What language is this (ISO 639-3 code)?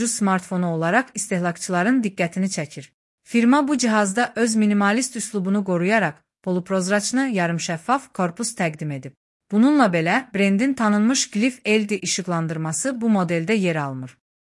aze